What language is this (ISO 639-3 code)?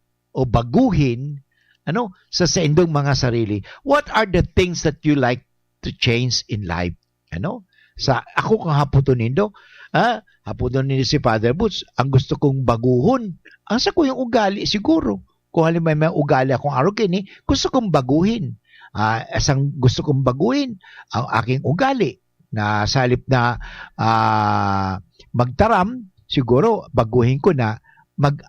bik